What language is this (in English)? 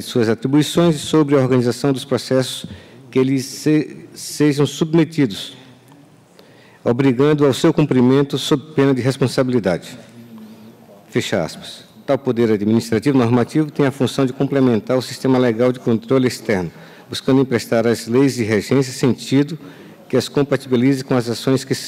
Portuguese